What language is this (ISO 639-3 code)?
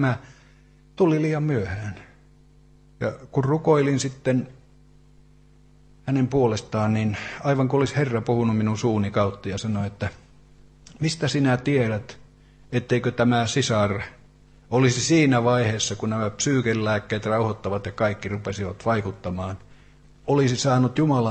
fin